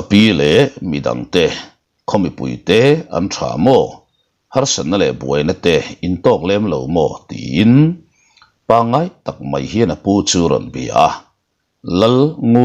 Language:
Mizo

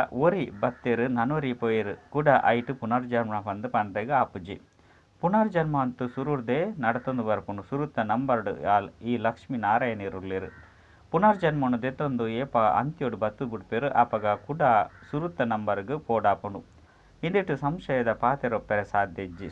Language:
Tulu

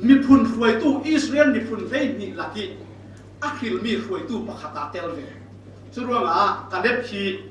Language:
Falam Chin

